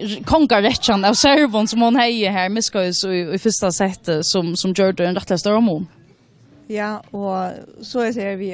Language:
Faroese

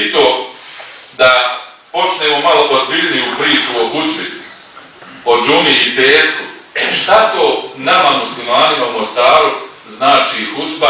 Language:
Bosnian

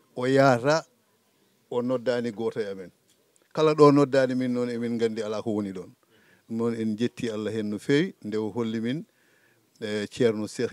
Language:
Fula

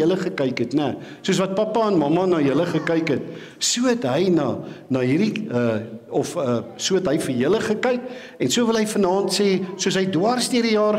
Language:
Afrikaans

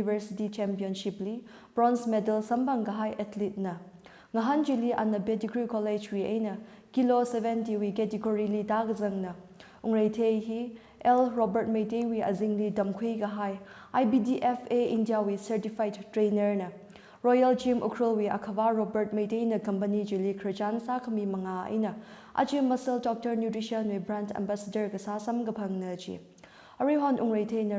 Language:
Tangkhul Naga (India)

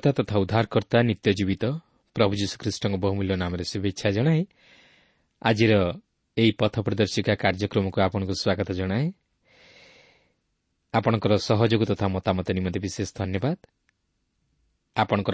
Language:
Odia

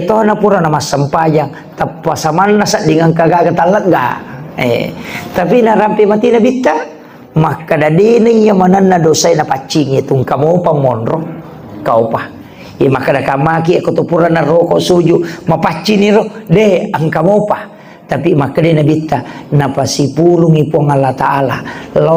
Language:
Buginese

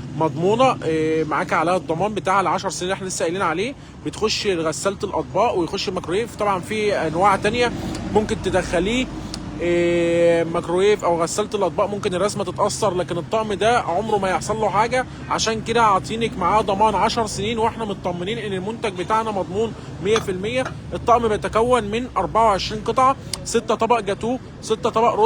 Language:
Egyptian Arabic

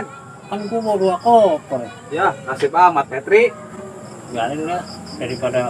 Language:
Betawi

